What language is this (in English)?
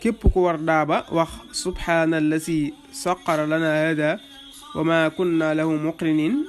Wolof